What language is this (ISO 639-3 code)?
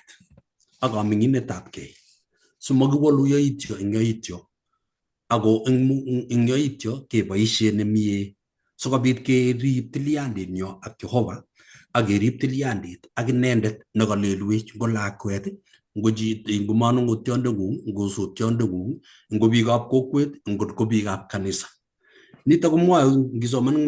kln